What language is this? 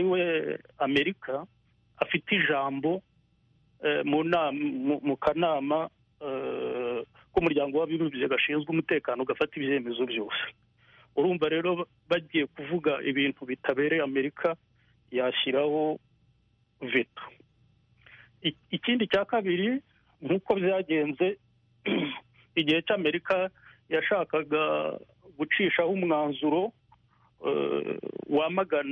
Kinyarwanda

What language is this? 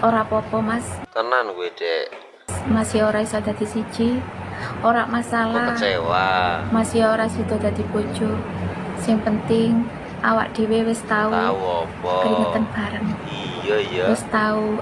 Javanese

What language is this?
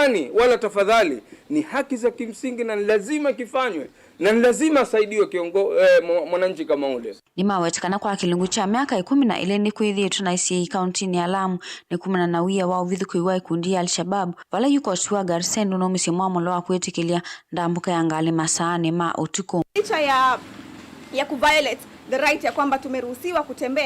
Kamba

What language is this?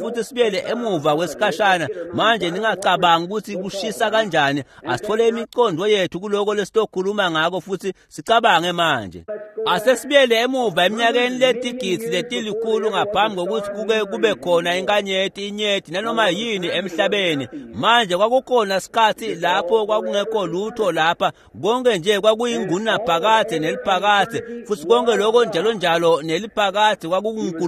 Swati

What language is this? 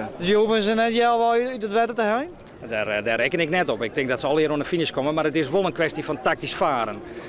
Western Frisian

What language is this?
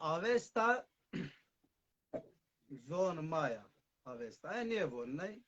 Zaza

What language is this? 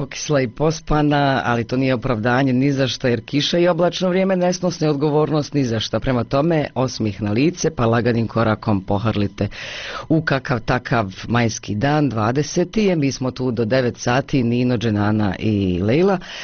Bosnian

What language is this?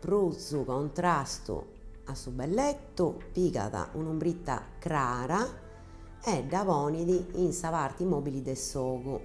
Sardinian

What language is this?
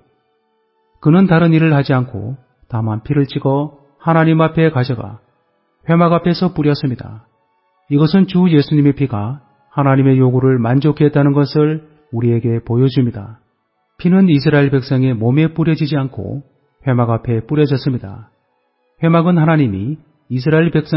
Korean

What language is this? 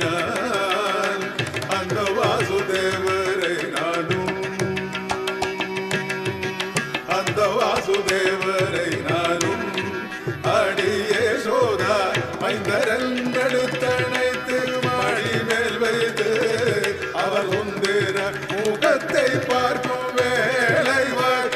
Tamil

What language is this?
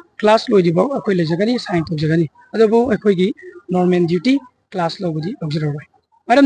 Manipuri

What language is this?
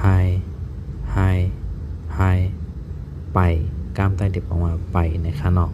Shan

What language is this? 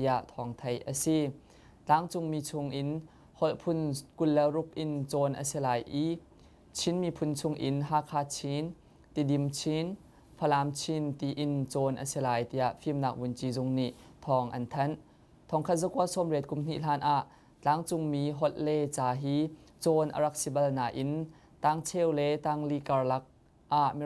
Hakha Chin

